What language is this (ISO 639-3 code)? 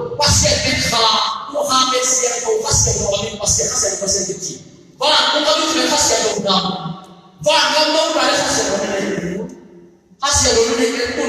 ctd